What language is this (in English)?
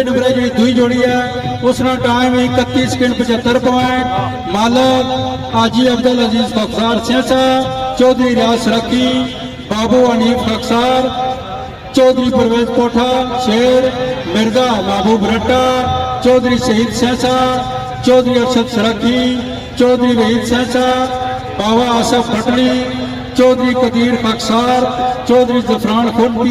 Pahari-Potwari